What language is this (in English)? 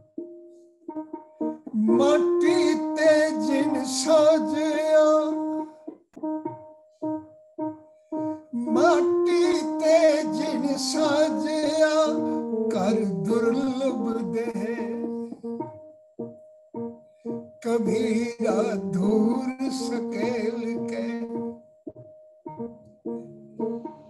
Punjabi